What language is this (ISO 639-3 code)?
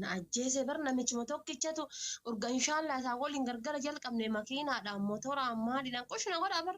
orm